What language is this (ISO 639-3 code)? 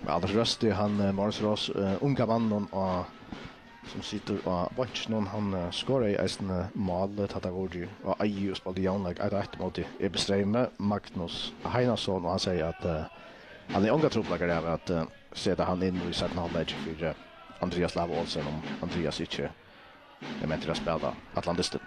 fao